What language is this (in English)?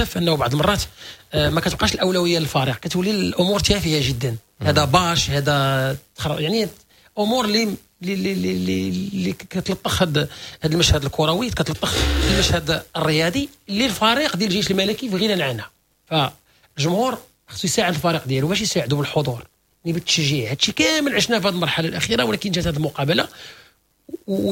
Moroccan Arabic